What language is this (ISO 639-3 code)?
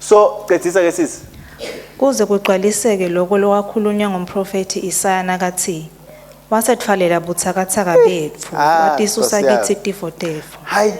ssw